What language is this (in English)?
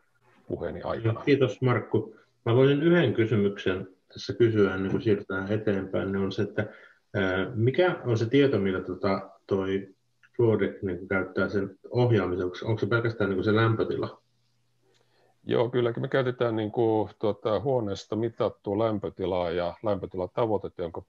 Finnish